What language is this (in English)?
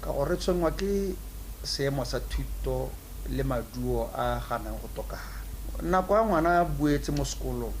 Tswana